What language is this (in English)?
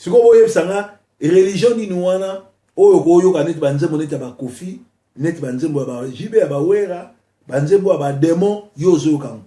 Lingala